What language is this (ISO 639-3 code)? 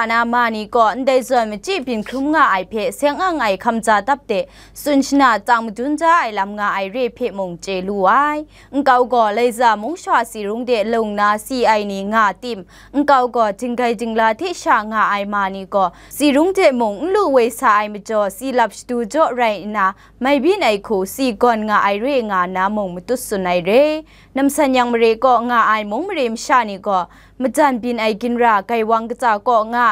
kac